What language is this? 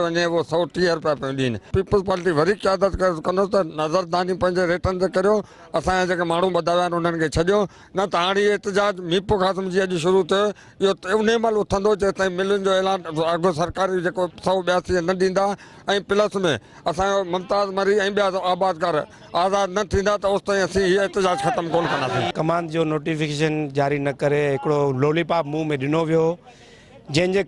Sindhi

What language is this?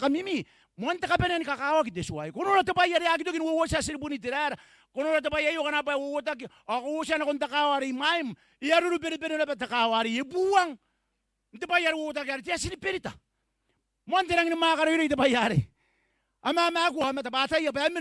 Gilbertese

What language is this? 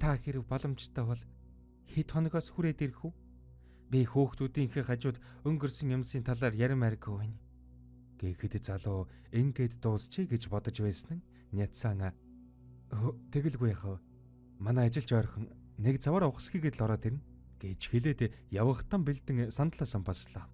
Mongolian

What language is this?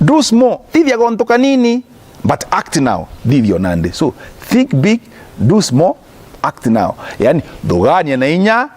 Meru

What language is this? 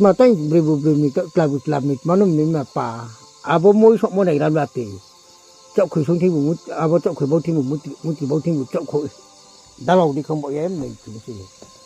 Riang (India)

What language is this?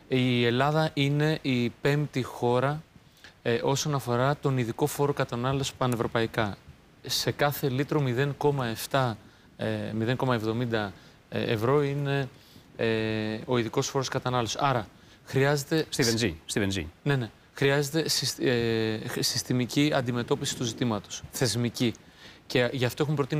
Greek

